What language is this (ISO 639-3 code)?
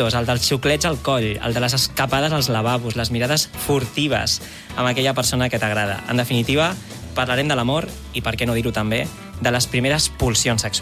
cat